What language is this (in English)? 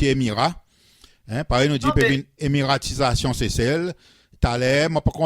Seselwa Creole French